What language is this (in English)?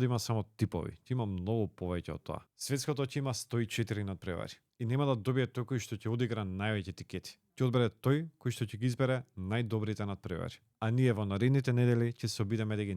Macedonian